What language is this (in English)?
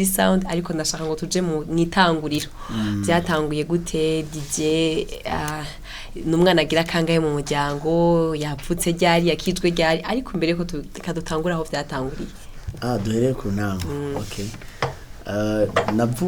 Rundi